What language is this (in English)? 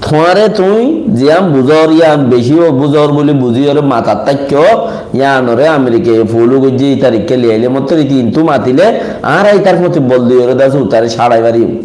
Rohingya